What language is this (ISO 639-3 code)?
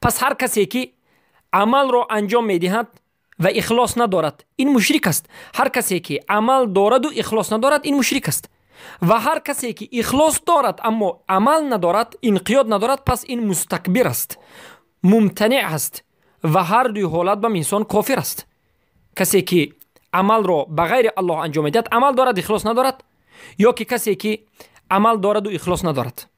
tgk